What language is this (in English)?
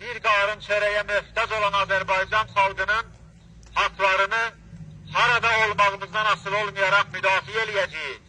Azerbaijani